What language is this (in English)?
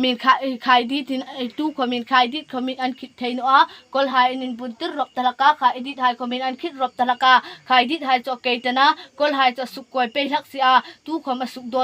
Hmar